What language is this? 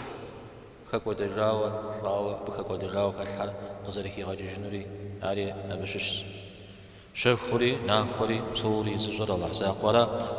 Kabardian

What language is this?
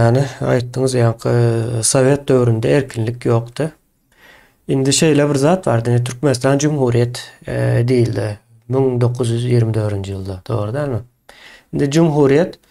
Turkmen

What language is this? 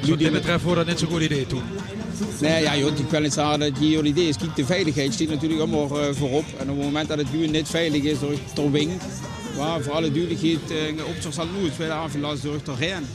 Limburgish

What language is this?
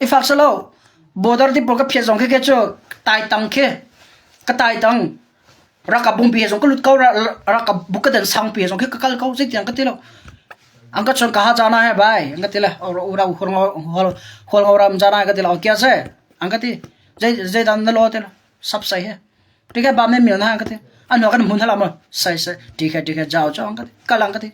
Hakha Chin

